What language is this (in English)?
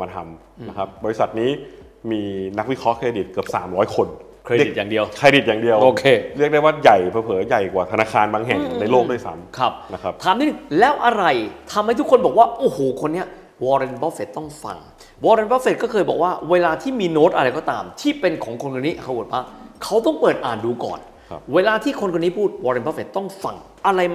Thai